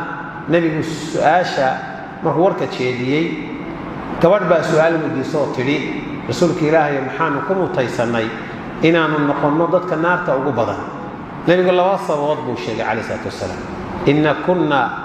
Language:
Somali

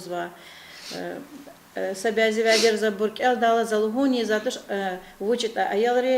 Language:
Lezghian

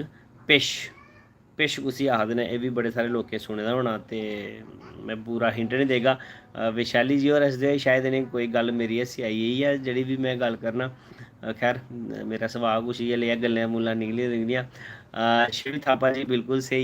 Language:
Dogri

